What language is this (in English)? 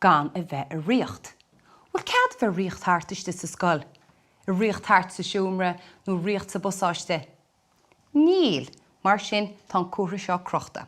Irish